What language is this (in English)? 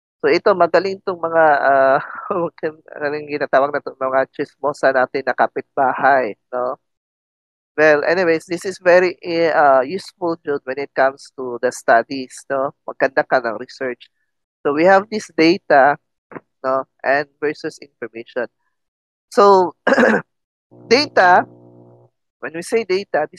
Filipino